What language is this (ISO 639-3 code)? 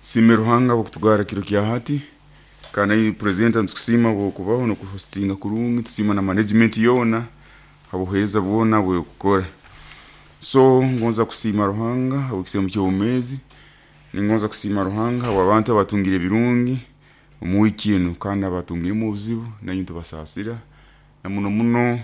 nyo